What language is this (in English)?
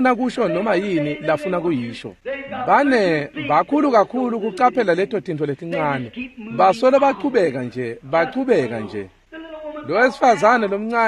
Swati